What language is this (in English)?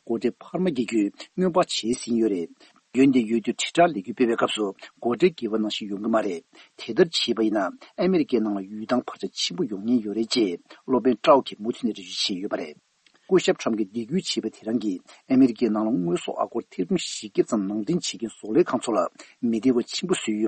Tibetan